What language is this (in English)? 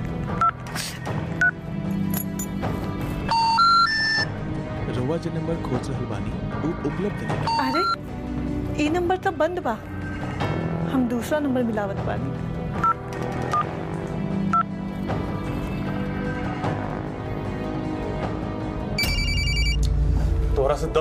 Bhojpuri